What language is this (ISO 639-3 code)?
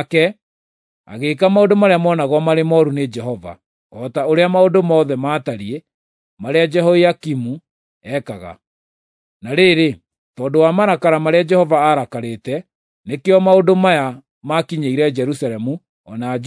kik